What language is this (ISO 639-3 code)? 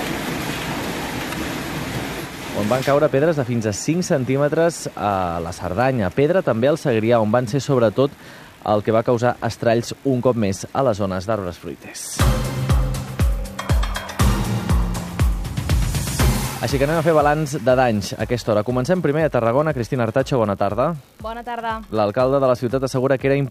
cat